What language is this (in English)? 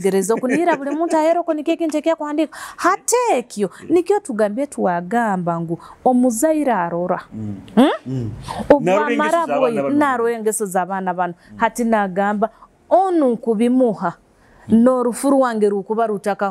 Nyoro